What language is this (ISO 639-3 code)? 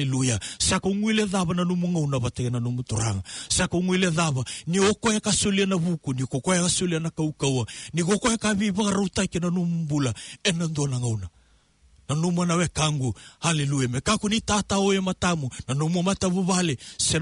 fij